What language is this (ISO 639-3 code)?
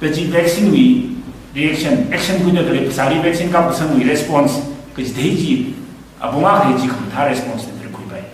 nmf